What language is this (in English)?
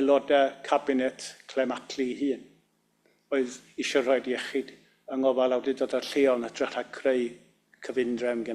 Welsh